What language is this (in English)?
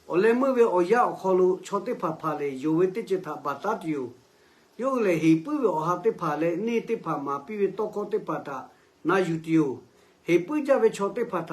Lahu